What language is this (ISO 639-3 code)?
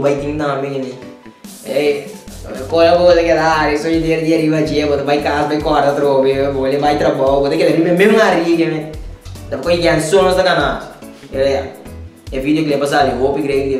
pap